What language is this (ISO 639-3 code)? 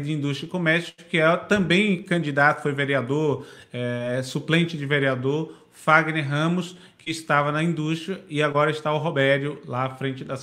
por